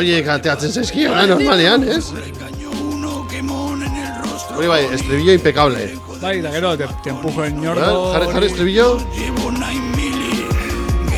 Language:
Basque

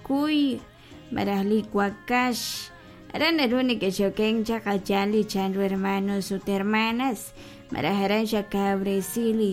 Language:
Kekchí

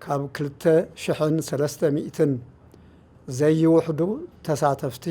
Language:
Tigrinya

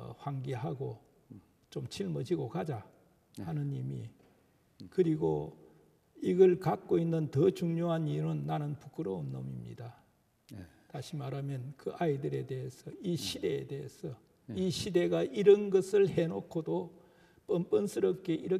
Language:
Korean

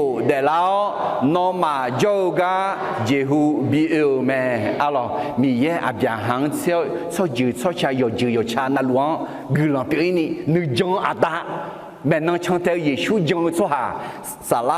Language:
Akha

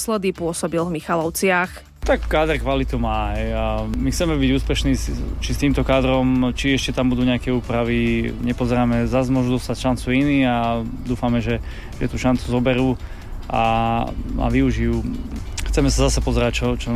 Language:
Slovak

